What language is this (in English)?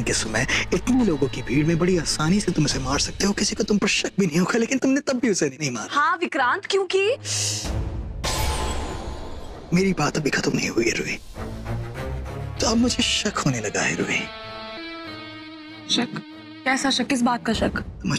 Hindi